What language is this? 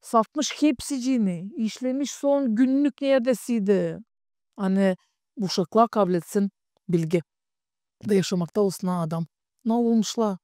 Gagauz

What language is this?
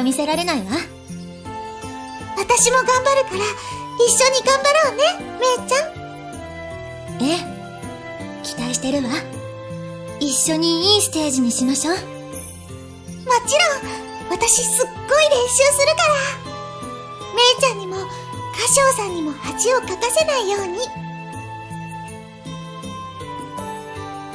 Japanese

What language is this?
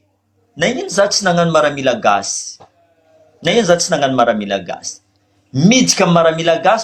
Malagasy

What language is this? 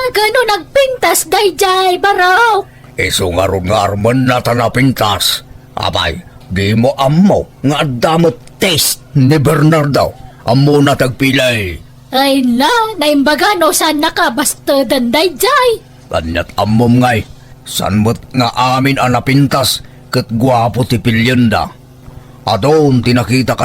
Iloko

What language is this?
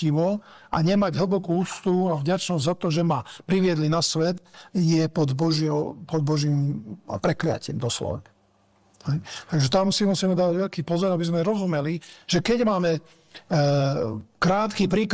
Slovak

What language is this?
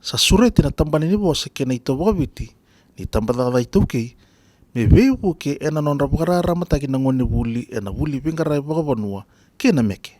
Fijian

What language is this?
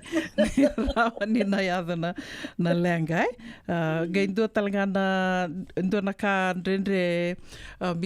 Fijian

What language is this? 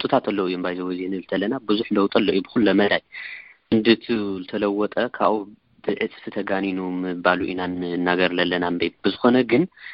Tigrinya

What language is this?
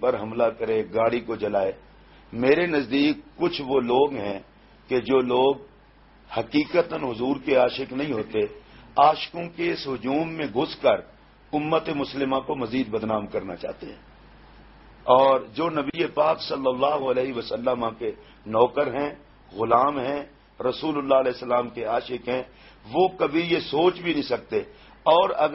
Urdu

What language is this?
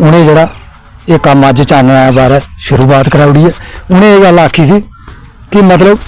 Dogri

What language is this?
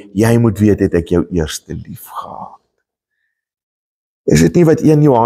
Afrikaans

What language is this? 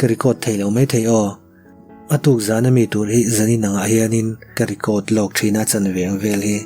Mizo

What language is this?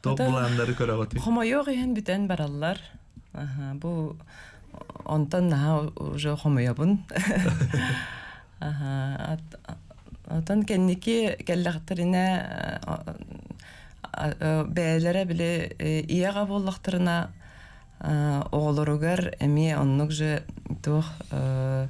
Yakut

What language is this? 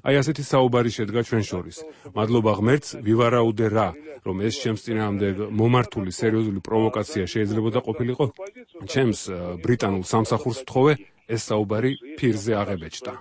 Georgian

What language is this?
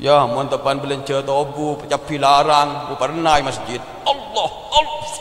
Madurese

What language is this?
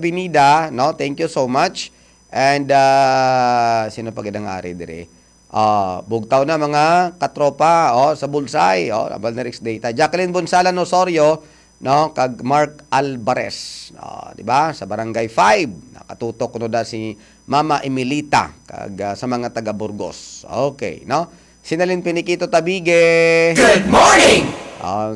Hiligaynon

